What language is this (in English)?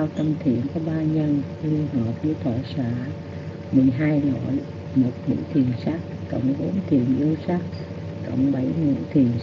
Vietnamese